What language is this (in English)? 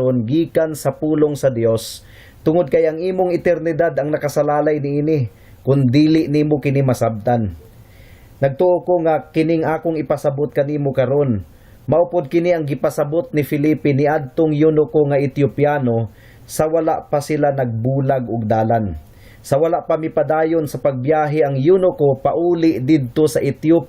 Cebuano